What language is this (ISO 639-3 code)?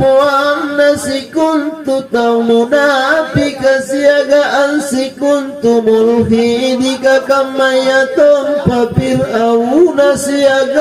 mak